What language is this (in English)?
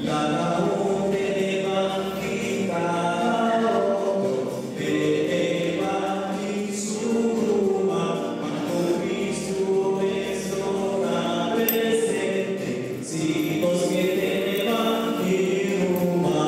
Papiamento